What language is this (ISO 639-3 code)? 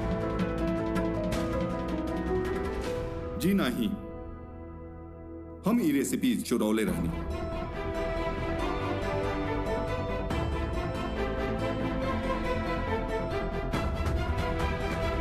bho